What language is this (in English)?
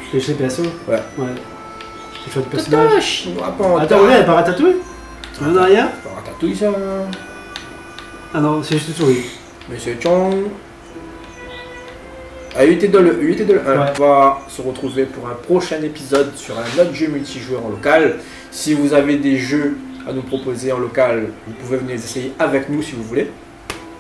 French